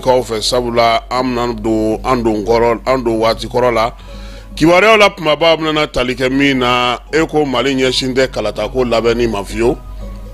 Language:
Bambara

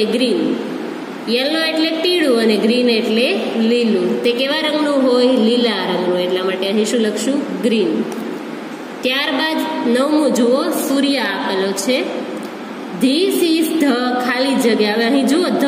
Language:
Gujarati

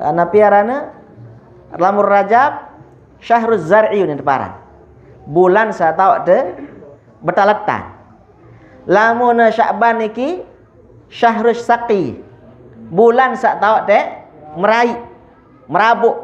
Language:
Sasak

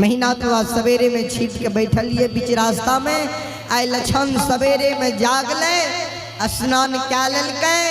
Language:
Maithili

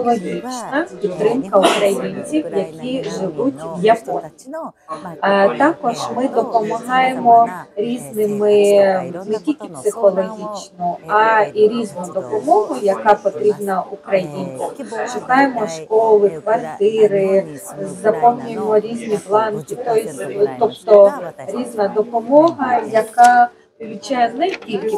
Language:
Ukrainian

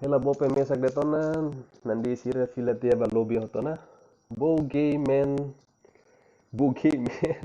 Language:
Tetum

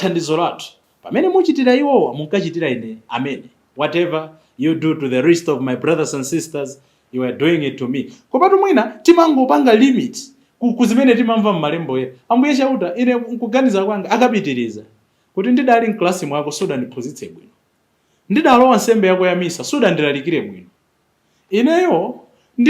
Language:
Nyanja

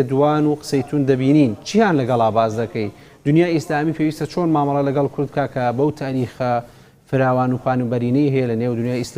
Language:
Central Kurdish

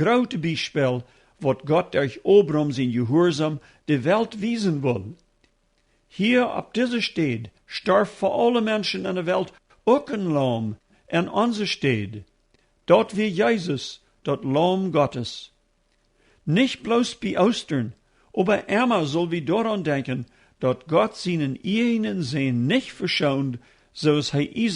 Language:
Plautdietsch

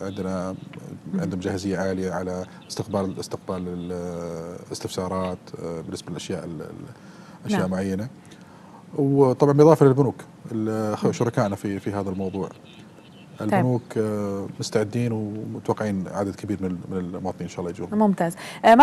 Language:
Arabic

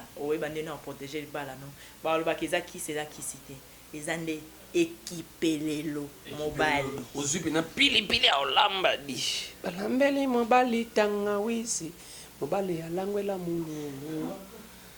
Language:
Lingala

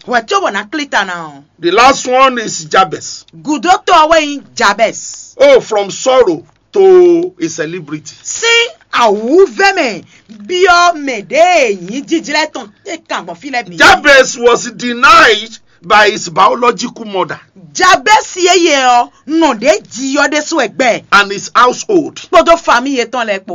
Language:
Fon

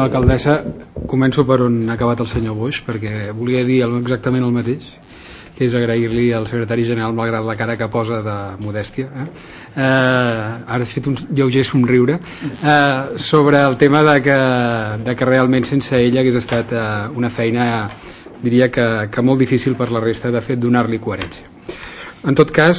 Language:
Catalan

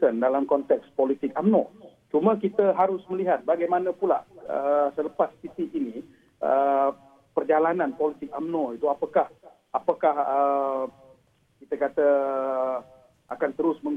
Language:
Malay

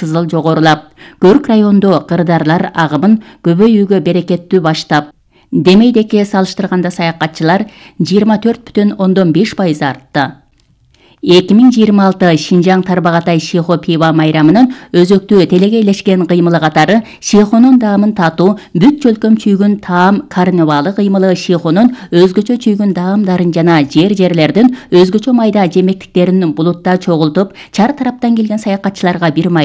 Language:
Kyrgyz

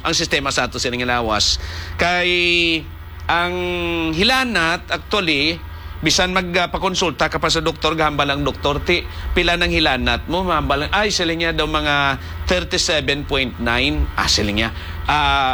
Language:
Hiligaynon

